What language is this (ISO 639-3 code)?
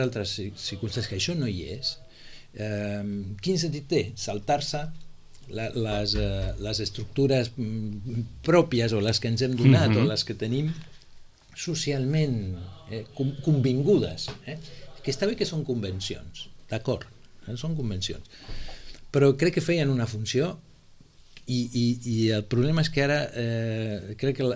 cat